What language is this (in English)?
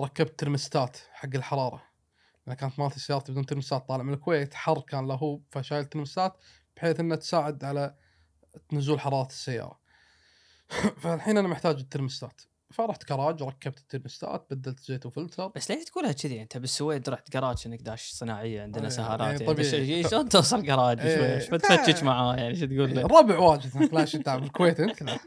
Gulf Arabic